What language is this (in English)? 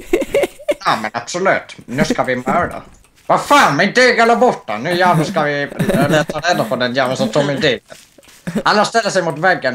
Swedish